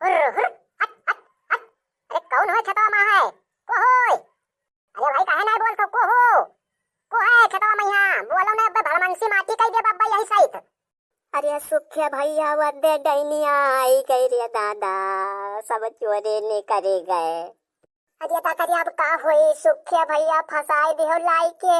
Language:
Awadhi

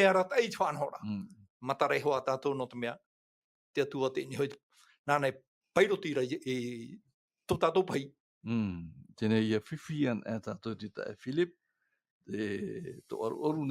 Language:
Tahitian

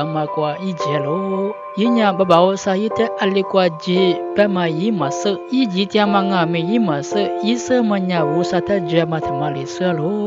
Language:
Lisu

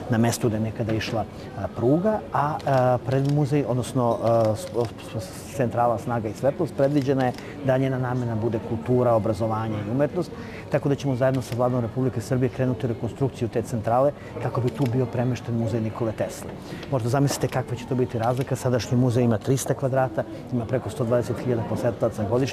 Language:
Serbian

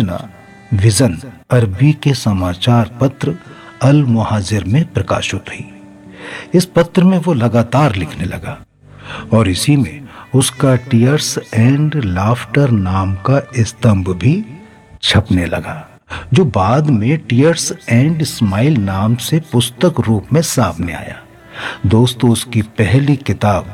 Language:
Hindi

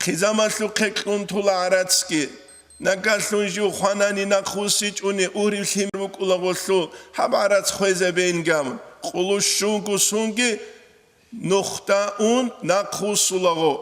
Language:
Avaric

